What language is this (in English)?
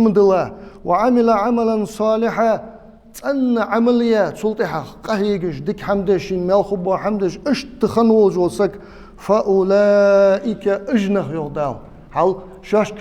Ingush